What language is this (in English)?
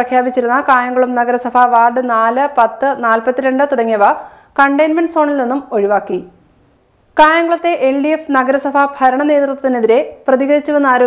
Malayalam